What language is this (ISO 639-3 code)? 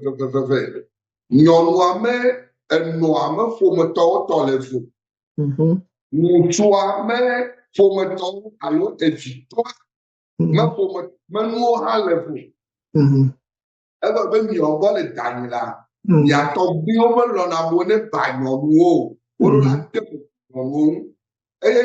ewe